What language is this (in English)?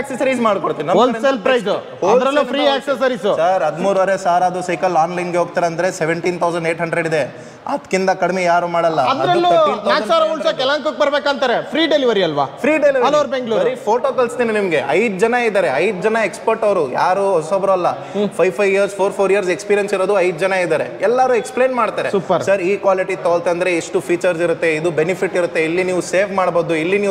Kannada